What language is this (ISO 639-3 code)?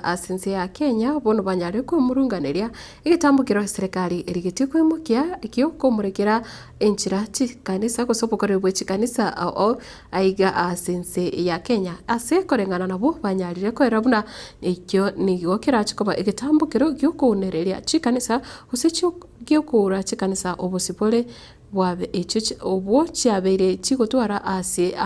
guz